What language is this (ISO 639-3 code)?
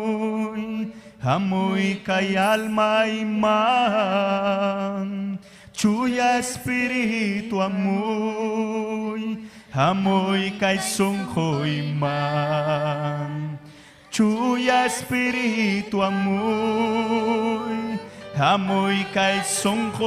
quy